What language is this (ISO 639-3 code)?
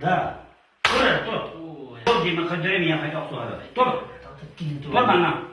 sah